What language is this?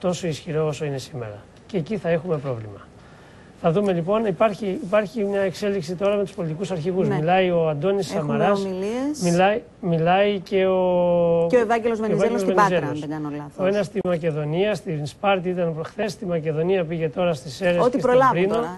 Greek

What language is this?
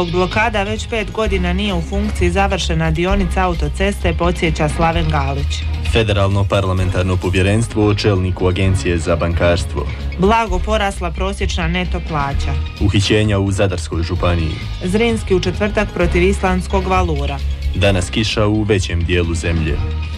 Croatian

